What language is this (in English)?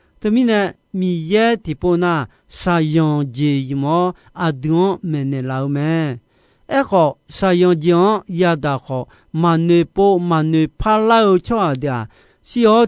Akha